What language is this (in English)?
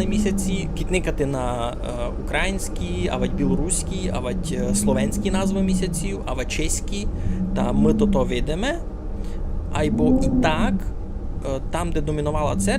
Rusyn